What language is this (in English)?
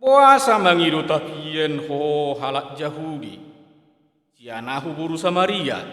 Batak Toba